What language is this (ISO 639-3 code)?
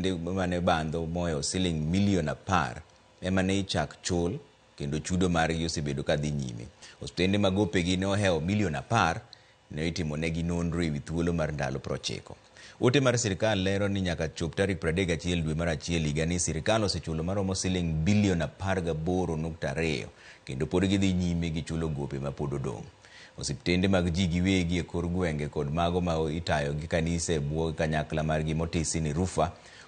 luo